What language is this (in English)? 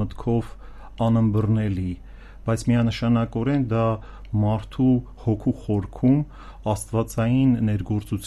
Armenian